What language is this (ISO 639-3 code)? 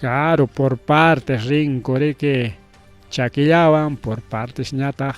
quy